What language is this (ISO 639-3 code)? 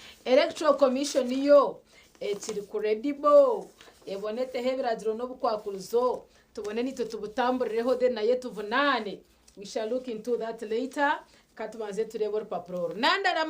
nyn